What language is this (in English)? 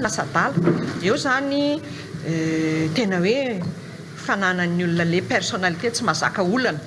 Malagasy